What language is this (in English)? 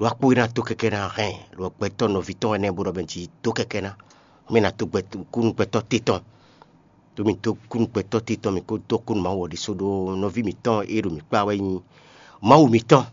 Fon